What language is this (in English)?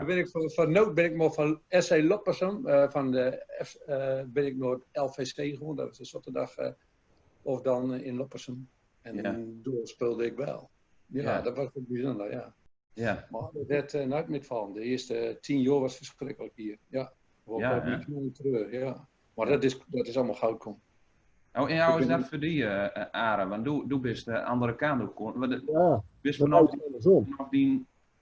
Gronings